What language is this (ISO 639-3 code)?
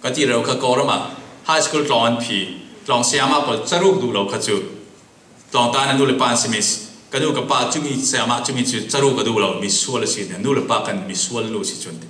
cfm